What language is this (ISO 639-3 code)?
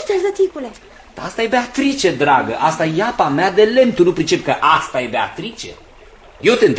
ron